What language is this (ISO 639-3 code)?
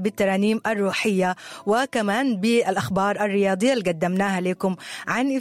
apd